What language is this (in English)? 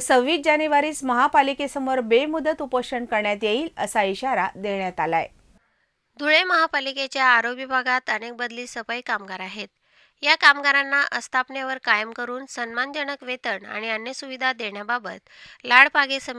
Marathi